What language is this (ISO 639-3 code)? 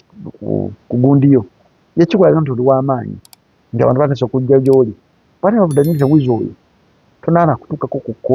lug